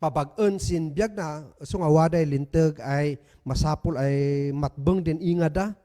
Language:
Kankanaey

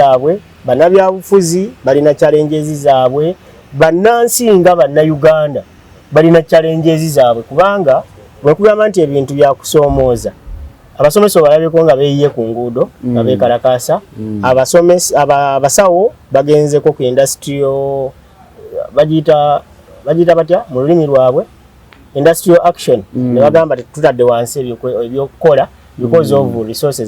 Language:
Ganda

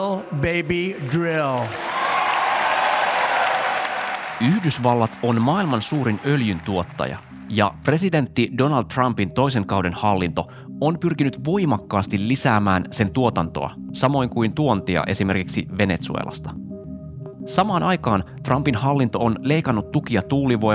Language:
Finnish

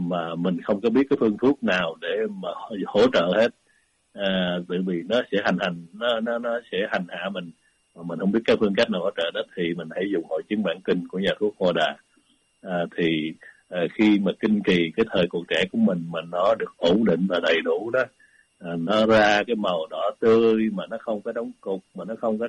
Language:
Vietnamese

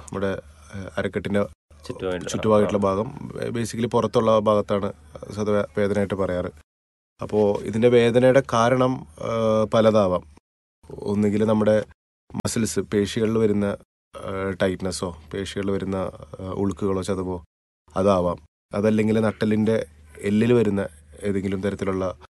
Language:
Malayalam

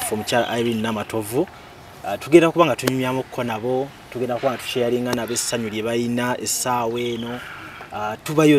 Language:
Ganda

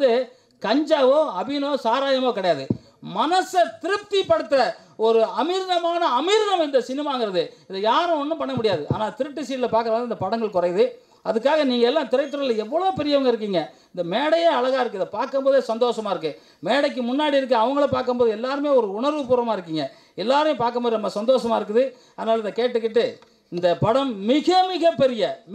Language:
Tamil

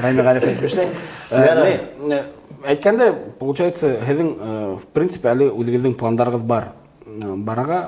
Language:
Bashkir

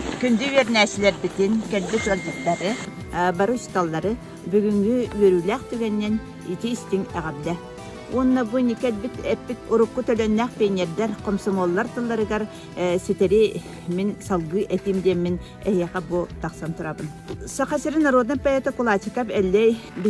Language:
Yakut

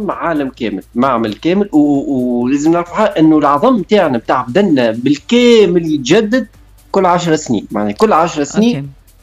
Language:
Tunisian Arabic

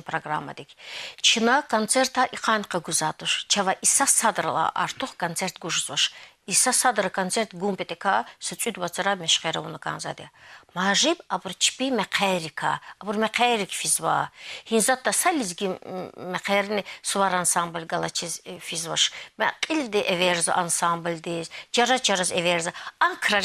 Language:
Lezghian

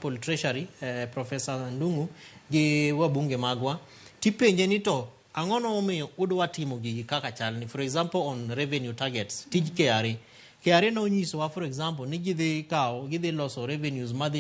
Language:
Luo (Kenya and Tanzania)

